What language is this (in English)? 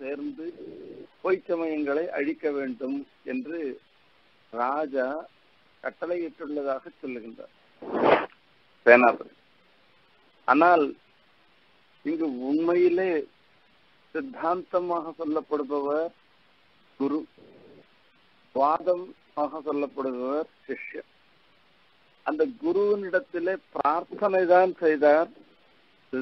Tamil